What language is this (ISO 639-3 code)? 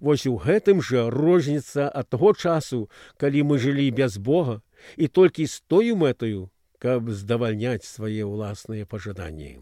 bel